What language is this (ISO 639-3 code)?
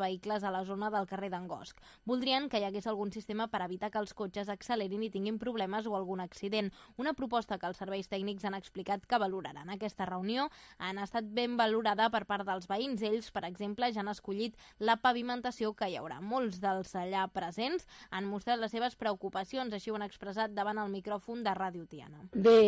cat